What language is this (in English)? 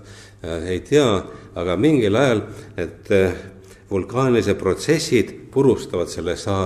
Estonian